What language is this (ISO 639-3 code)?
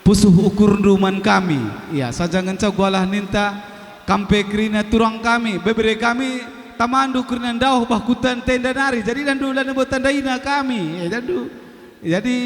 btx